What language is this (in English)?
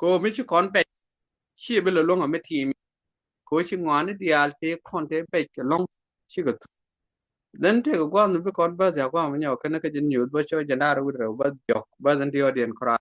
Nuer